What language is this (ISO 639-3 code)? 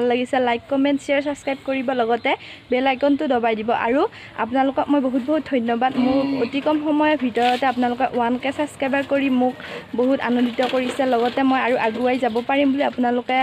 asm